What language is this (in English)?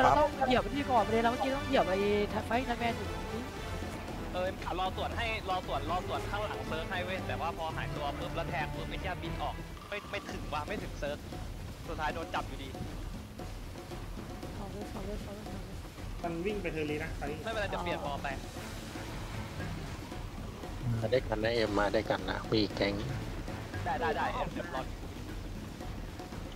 Thai